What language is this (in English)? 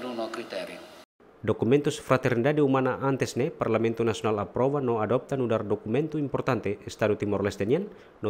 Tetum